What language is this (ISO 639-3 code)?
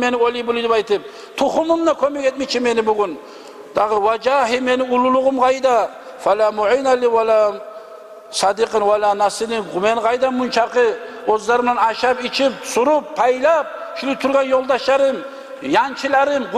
kum